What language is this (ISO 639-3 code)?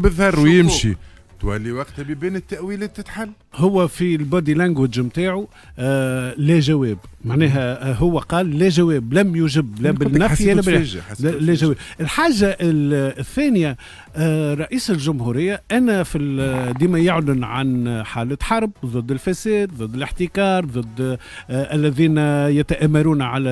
aeb